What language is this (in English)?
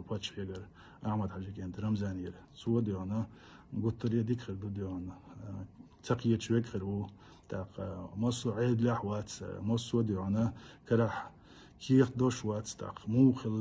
Chechen